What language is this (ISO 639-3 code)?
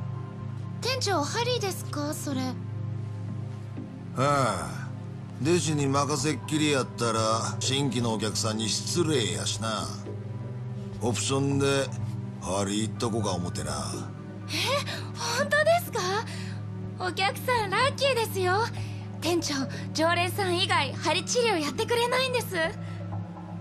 jpn